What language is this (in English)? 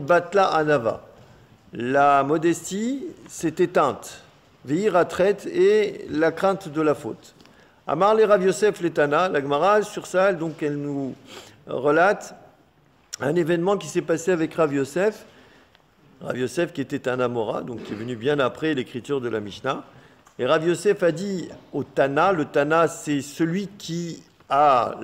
French